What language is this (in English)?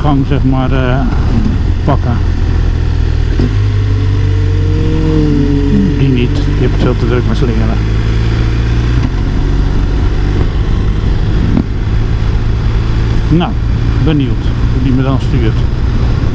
Dutch